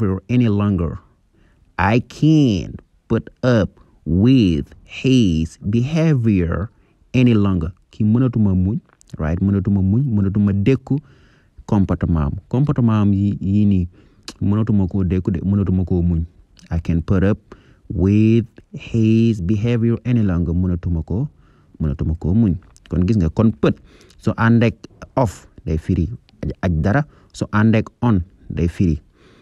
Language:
Wolof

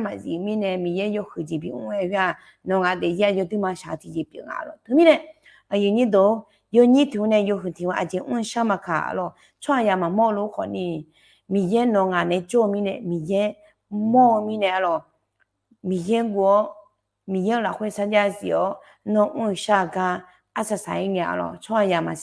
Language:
Akha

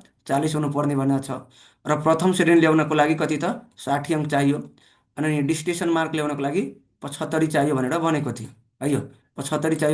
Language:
Nepali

